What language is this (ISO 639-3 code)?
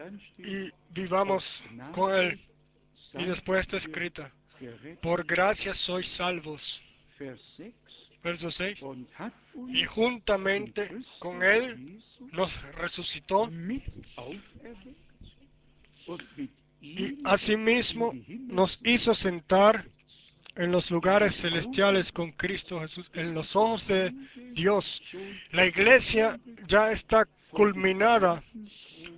spa